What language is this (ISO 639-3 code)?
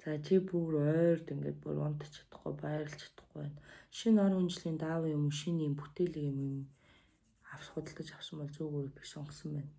mon